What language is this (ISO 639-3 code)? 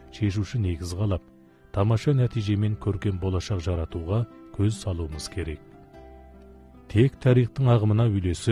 kaz